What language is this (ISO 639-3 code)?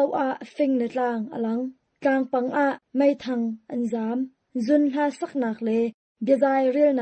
tha